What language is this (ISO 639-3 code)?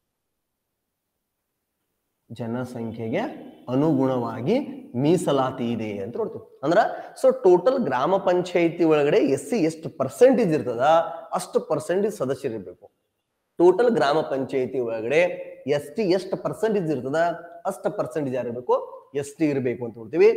kan